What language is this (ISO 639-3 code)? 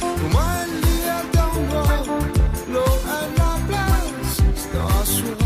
mfe